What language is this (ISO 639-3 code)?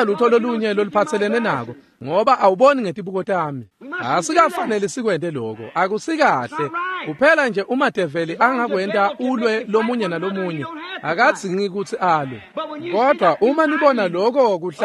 ssw